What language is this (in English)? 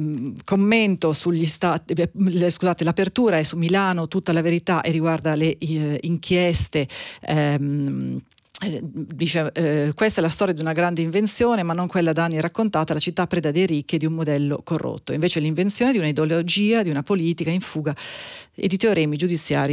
Italian